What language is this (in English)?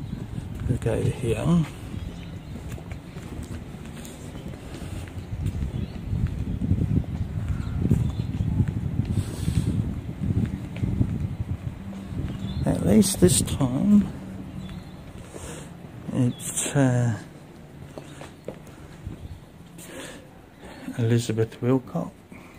English